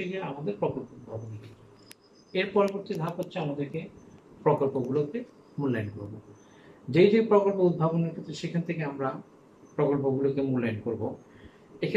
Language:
Bangla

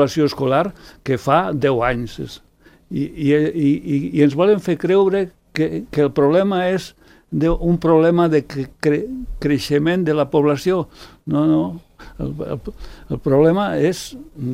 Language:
Catalan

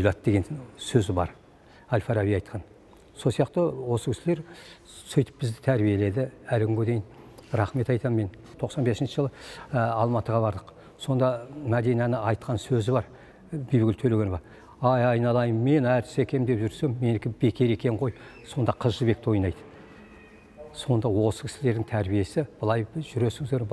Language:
Kazakh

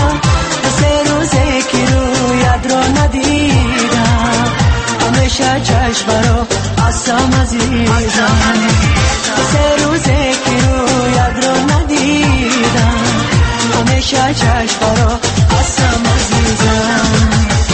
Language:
Persian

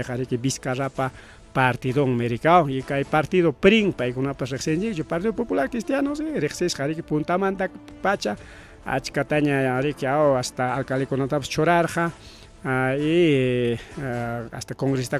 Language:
Ayacucho Quechua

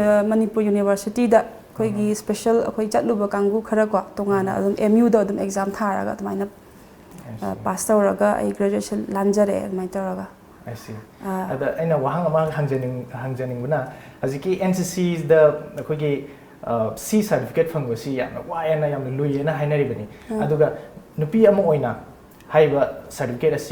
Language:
Manipuri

